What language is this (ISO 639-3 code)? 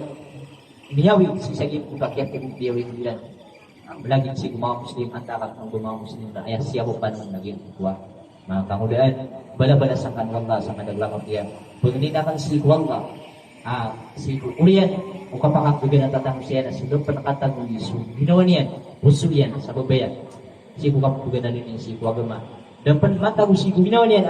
mrw